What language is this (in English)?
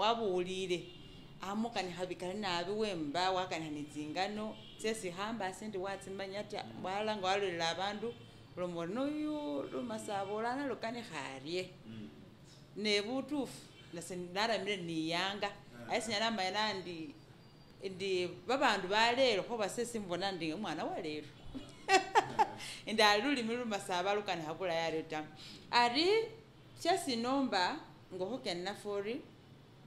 Masaaba